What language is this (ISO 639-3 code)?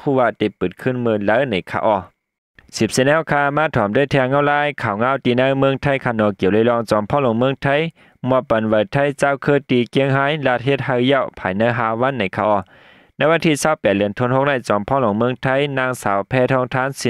shn